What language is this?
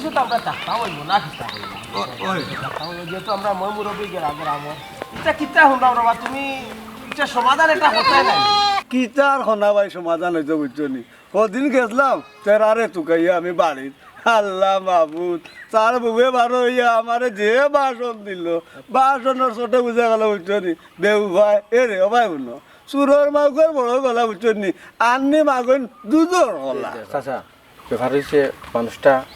Sylheti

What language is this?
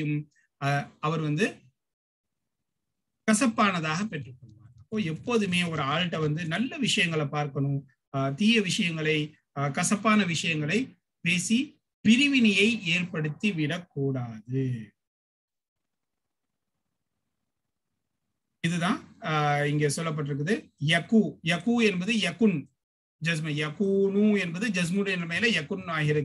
Tamil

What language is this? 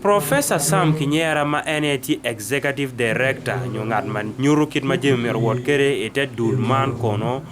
Acoli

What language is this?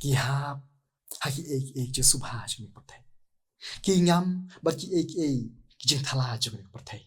Khasi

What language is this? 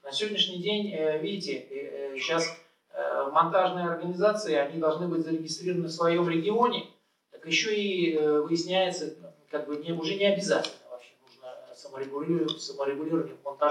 Russian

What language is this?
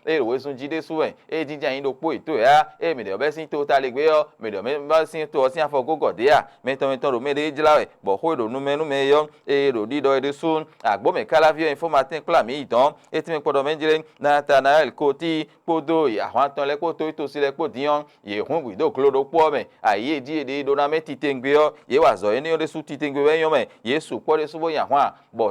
Fon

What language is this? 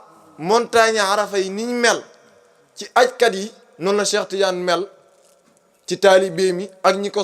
Wolof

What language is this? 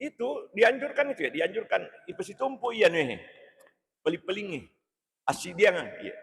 Buginese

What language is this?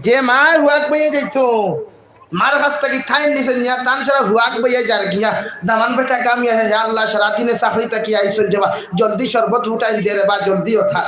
Sylheti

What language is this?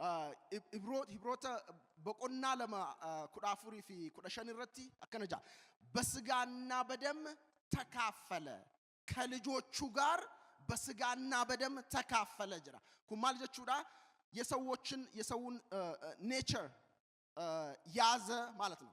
Oromo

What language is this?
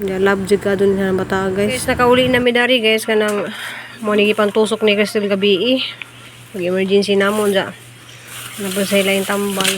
Cebuano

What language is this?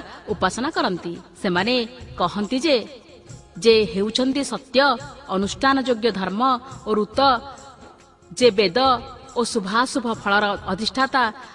Odia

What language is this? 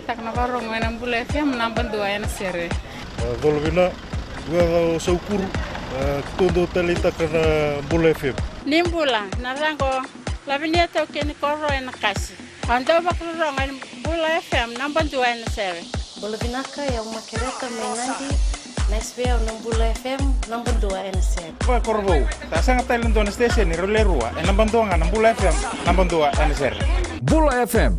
Fijian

